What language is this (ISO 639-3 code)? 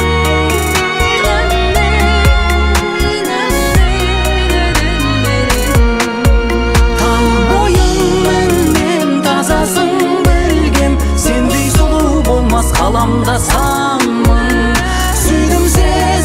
kaz